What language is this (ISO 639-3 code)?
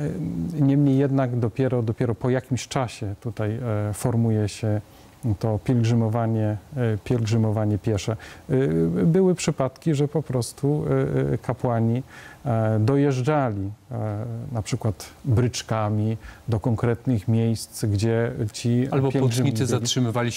pol